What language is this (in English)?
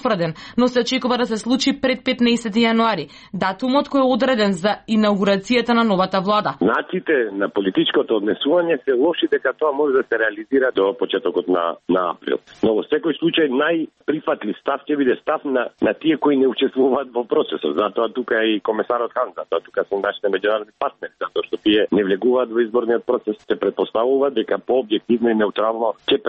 Macedonian